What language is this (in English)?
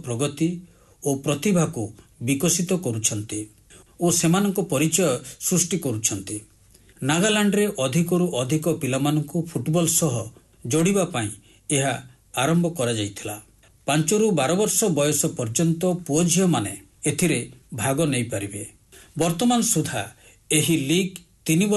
Odia